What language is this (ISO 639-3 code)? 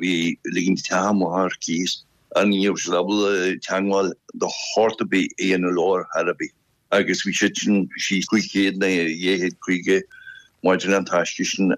gle